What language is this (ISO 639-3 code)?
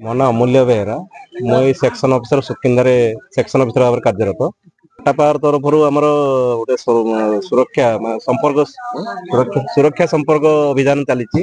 ori